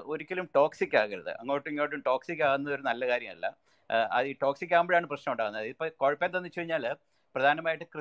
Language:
Malayalam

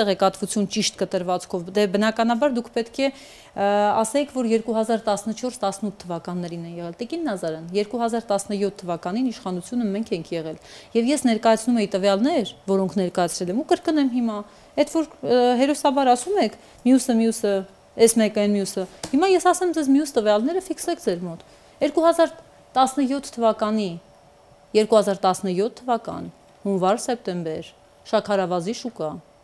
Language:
Armenian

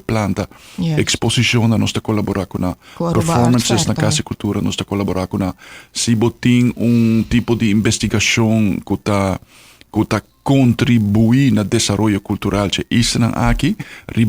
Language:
Papiamento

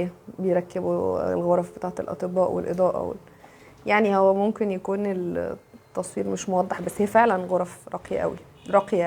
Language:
Egyptian Arabic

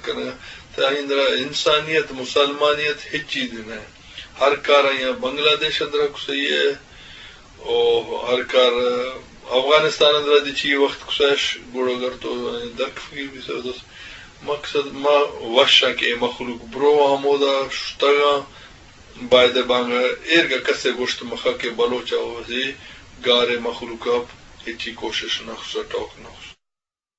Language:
Eastern Balochi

